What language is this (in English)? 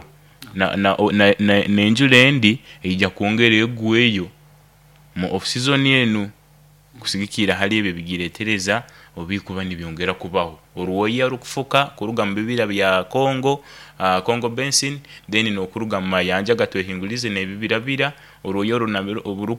Nyoro